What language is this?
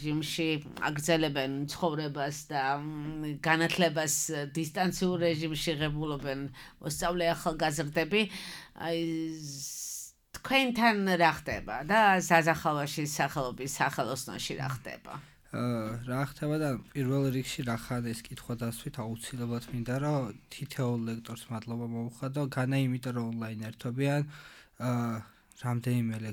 Georgian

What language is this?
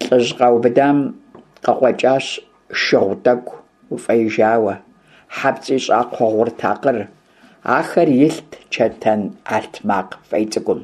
Kabardian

